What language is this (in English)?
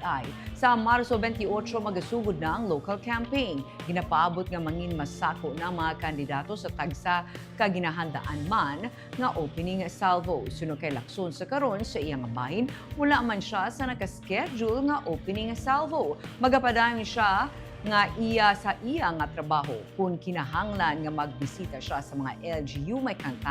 Hiligaynon